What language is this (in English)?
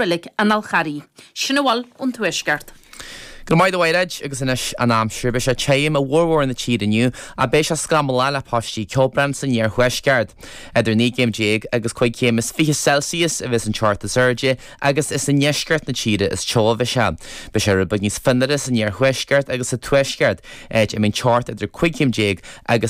Irish